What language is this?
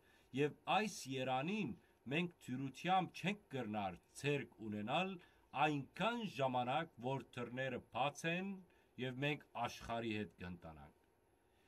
Western Armenian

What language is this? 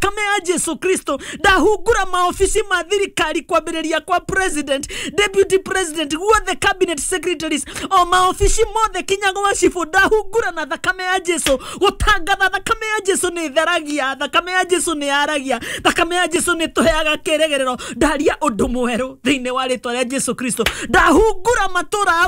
Kikuyu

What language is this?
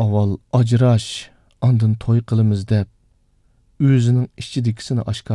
Uyghur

